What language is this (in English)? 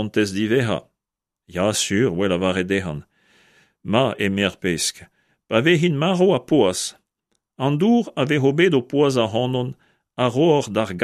Breton